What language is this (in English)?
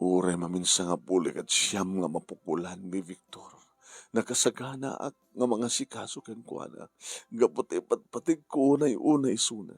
Iloko